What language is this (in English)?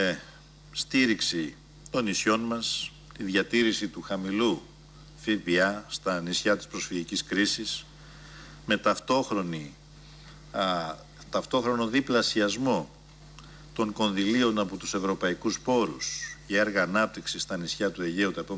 Greek